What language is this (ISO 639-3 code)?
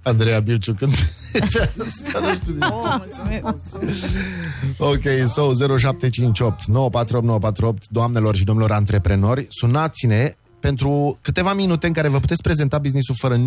ron